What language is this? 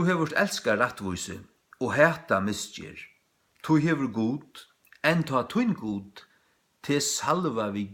Faroese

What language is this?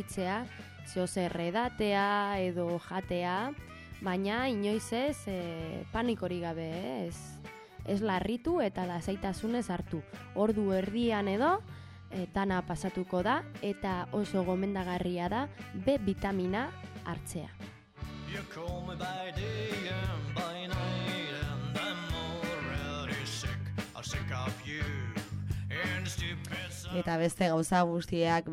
Basque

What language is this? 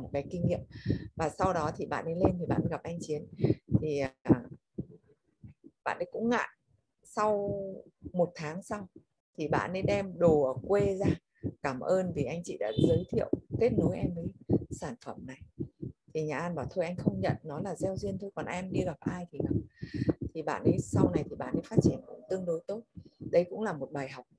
Vietnamese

